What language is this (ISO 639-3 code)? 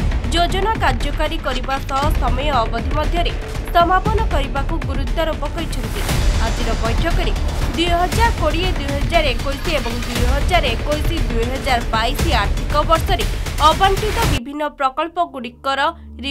ori